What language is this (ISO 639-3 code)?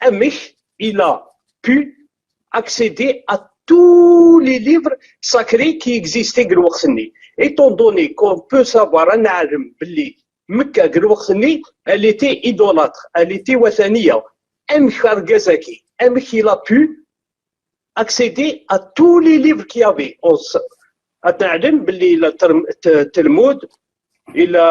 kab